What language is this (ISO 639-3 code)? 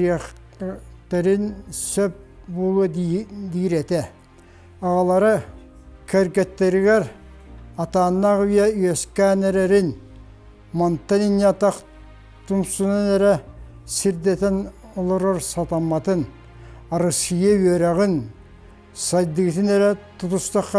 sah